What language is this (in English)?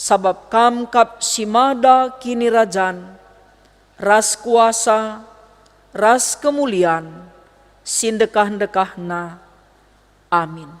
Batak Karo